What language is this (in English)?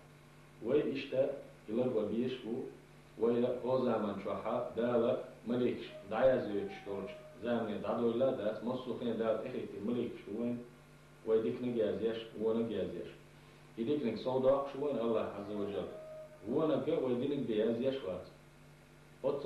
Chechen